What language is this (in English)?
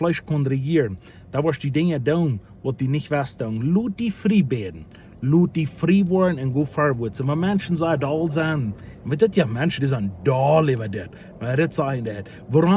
Plautdietsch